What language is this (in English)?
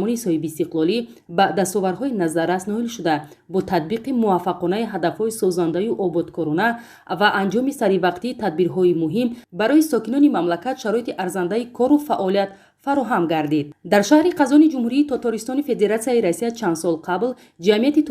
Tajik